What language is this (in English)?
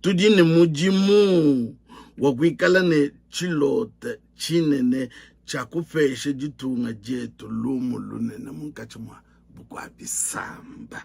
Luba-Lulua